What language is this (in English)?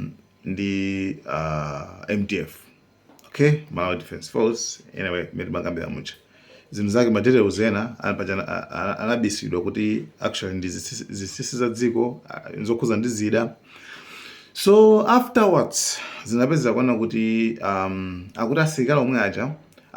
Nyanja